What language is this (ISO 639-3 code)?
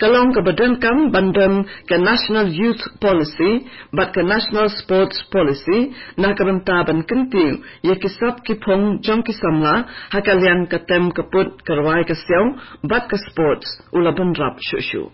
kha